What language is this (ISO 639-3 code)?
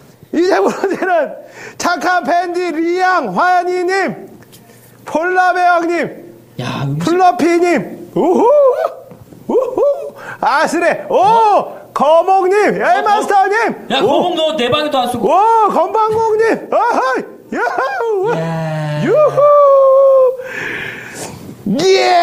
kor